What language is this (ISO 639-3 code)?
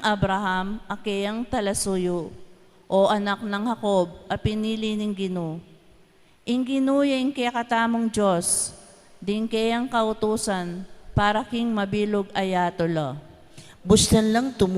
pam